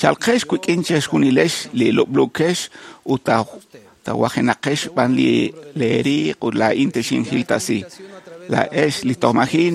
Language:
Kekchí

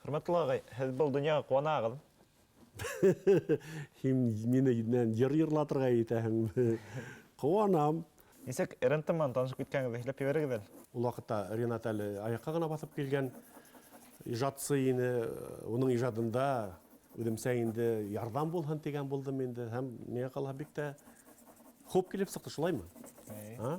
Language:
Bashkir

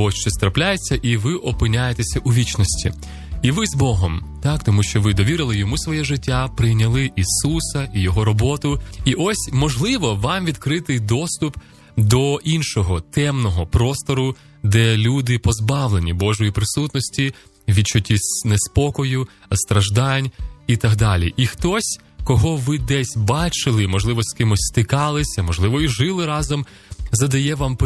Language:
Ukrainian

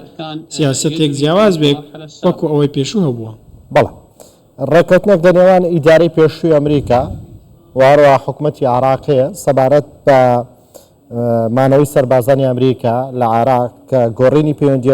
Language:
Central Kurdish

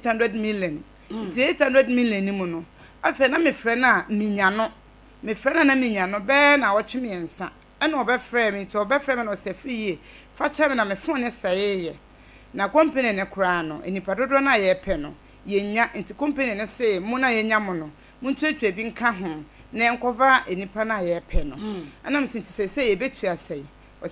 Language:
Akan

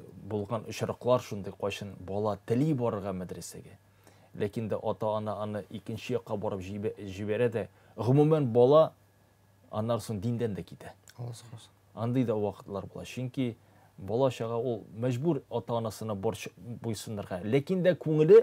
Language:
Tatar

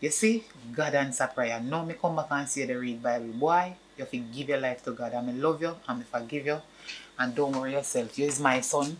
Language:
Jamaican Creole English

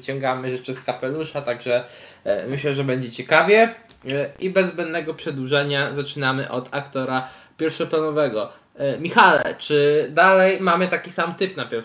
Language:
Polish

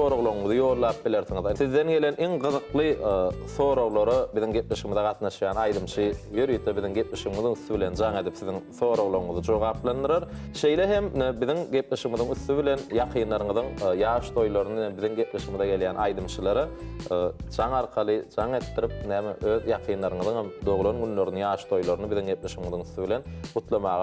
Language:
Turkmen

